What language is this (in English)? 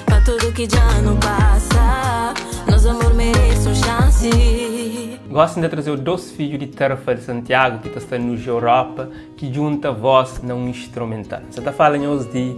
Kabuverdianu